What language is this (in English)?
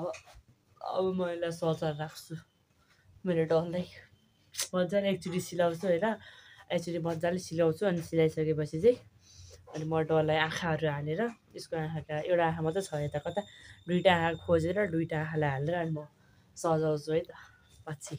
Nepali